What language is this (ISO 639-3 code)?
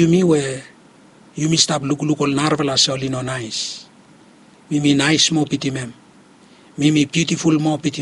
bis